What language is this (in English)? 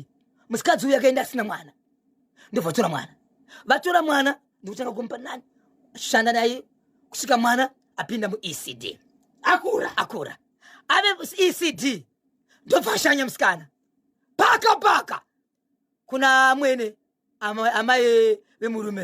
Shona